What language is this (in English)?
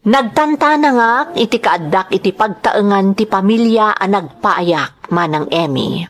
Iloko